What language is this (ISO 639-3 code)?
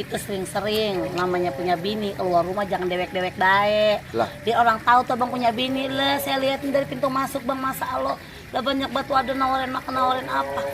bew